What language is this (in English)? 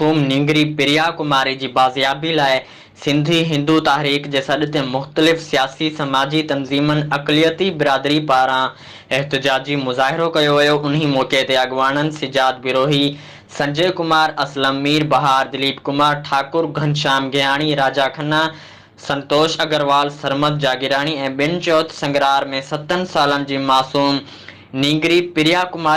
Sindhi